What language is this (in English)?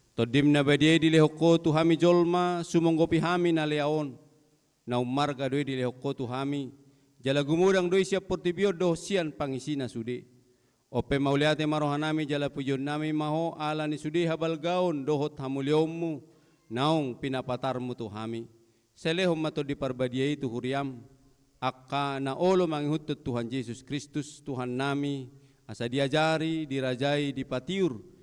Batak Toba